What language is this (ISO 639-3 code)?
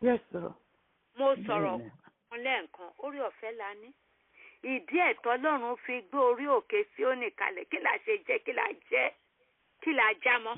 yor